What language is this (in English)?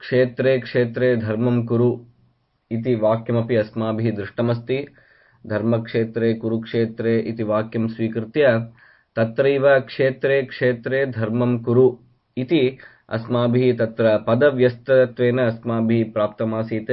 Sanskrit